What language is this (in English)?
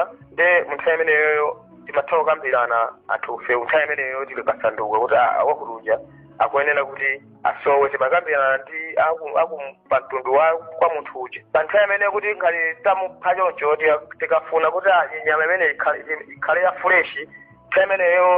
Nyanja